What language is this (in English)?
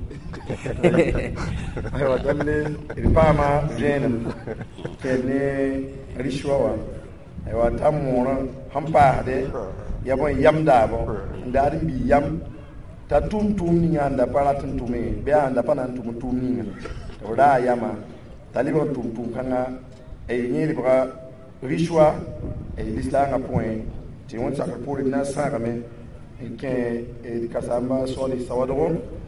Mossi